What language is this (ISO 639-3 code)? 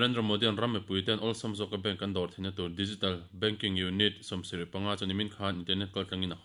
lus